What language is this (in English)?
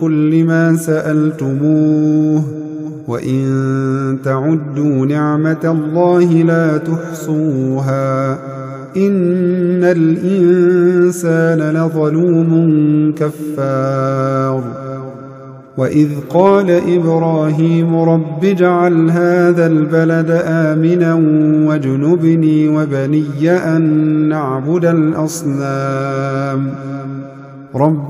Arabic